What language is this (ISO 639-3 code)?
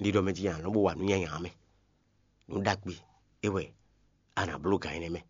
fon